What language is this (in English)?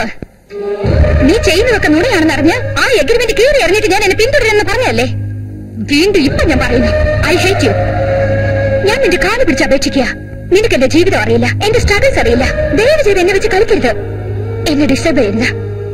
Malayalam